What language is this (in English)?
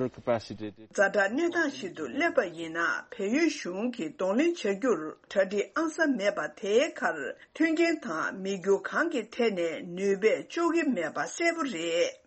Tibetan